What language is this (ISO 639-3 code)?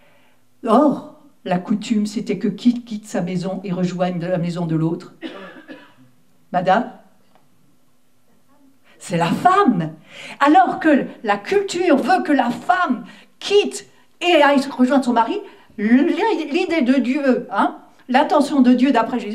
fra